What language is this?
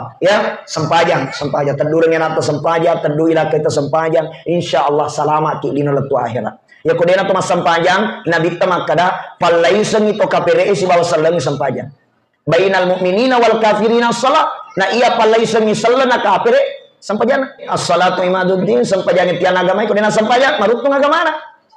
Buginese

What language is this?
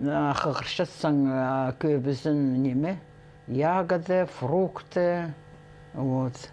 Khakas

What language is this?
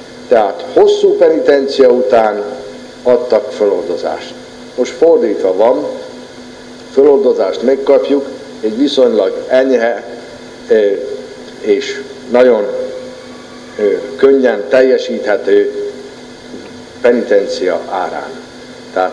Hungarian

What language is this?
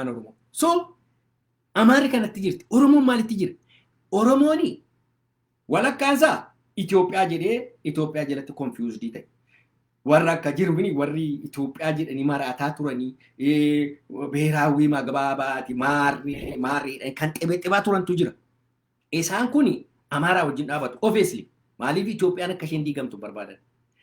Oromo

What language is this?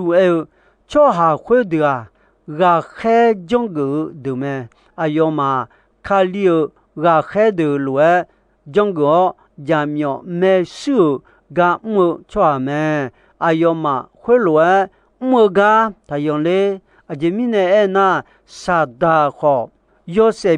Akha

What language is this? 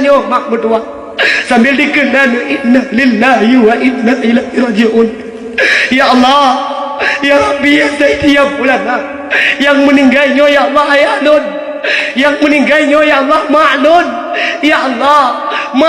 Achinese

